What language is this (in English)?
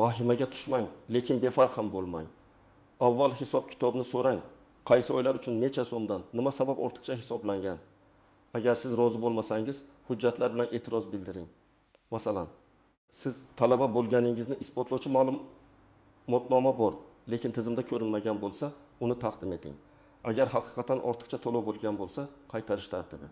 Uzbek